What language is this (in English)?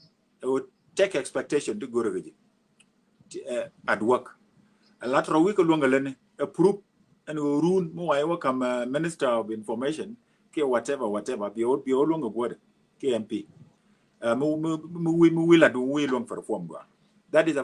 Nuer